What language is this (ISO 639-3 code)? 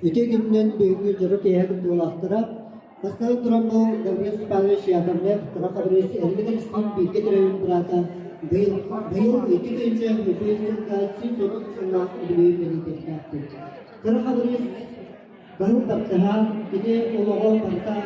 sah